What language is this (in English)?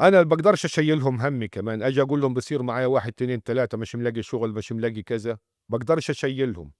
North Levantine Arabic